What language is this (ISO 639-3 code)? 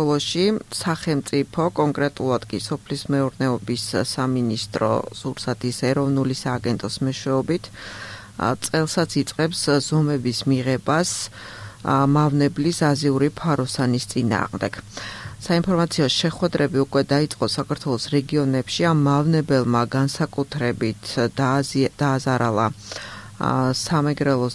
kat